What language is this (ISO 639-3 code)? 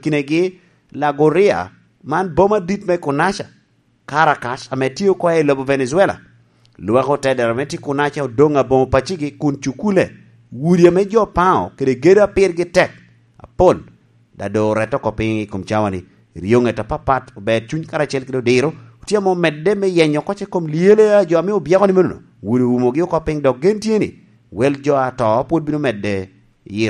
laj